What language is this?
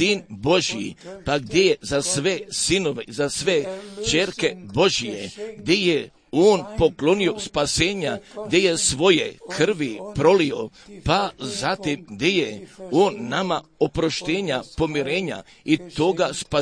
Croatian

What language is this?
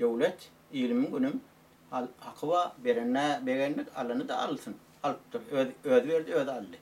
Turkmen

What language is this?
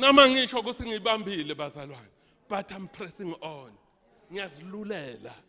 Swati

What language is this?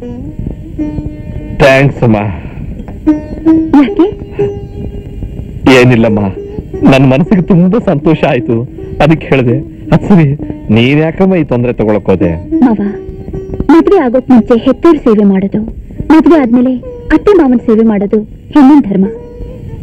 Kannada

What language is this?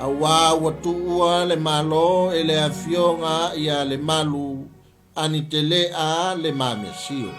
Samoan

